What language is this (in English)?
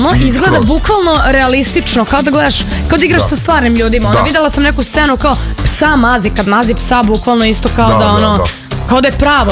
Serbian